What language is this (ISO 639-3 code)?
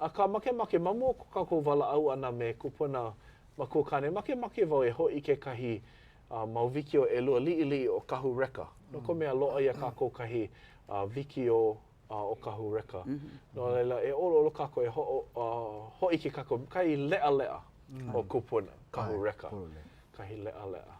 haw